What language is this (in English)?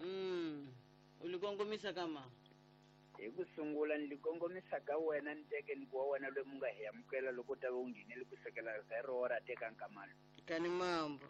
Tsonga